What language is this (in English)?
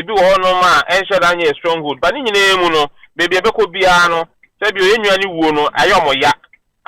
Akan